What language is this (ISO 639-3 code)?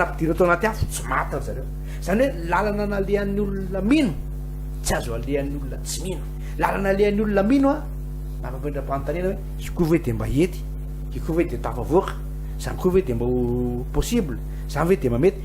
mlg